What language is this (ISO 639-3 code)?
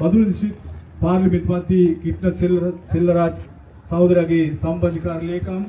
sin